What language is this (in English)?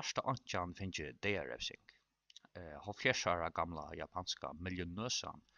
Faroese